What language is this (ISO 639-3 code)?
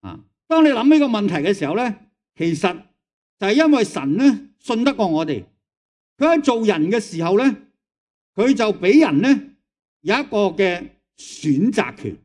yue